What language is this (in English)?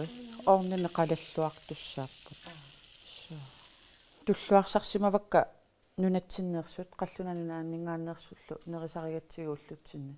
Kalaallisut